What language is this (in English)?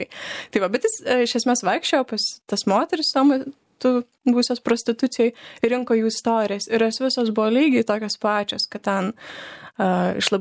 Lithuanian